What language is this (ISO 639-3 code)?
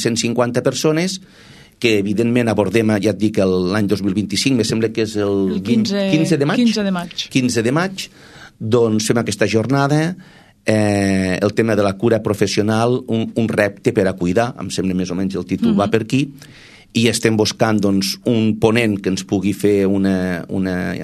cat